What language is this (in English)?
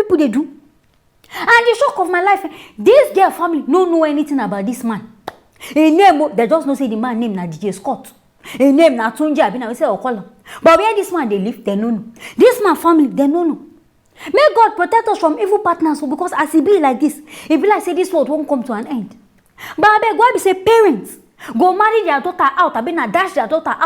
Nigerian Pidgin